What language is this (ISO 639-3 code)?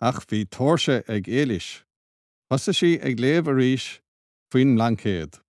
gle